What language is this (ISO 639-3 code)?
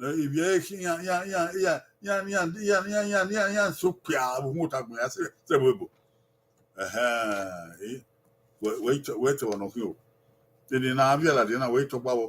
bin